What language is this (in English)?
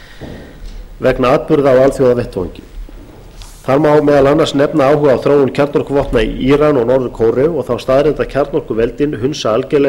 Icelandic